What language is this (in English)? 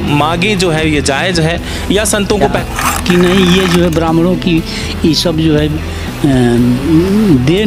Hindi